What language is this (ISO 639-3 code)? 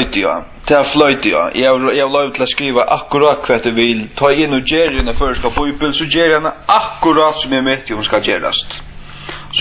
fao